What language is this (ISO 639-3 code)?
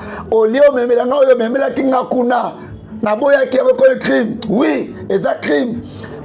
lin